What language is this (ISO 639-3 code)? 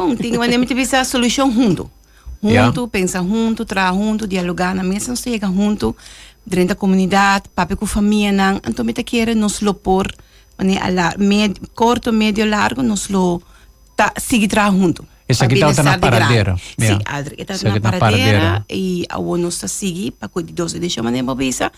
pap